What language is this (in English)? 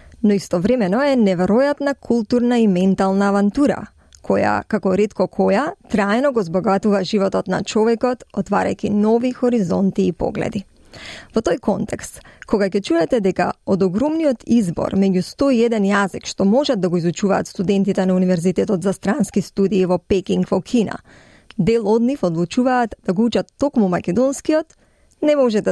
Macedonian